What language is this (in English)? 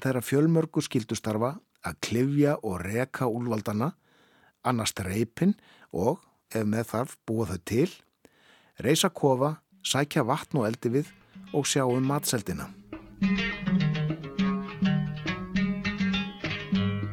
Icelandic